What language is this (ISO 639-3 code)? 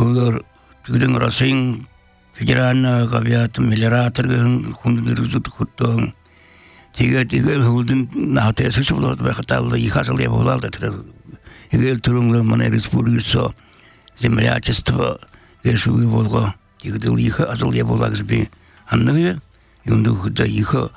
bel